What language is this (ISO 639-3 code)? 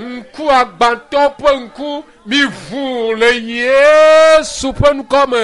ewe